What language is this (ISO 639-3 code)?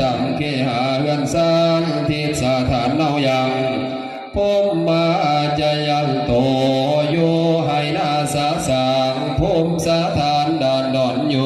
tts